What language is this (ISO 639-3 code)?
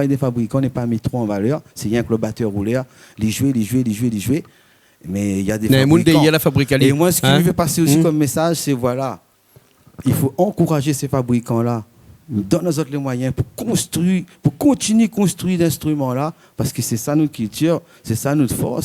rcf